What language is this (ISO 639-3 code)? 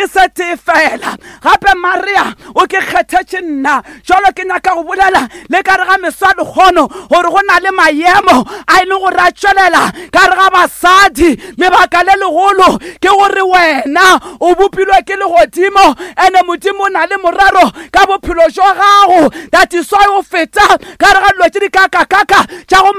nso